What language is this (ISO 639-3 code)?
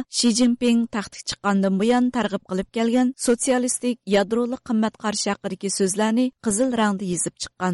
uig